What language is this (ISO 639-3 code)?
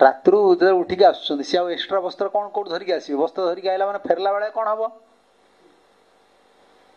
ori